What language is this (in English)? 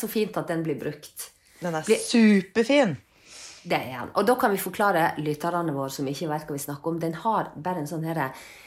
Norwegian